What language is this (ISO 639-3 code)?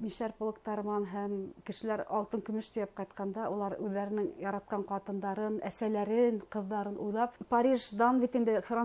bak